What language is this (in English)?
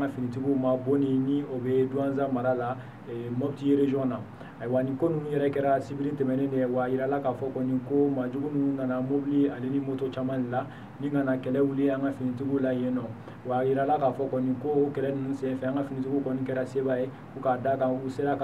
Bambara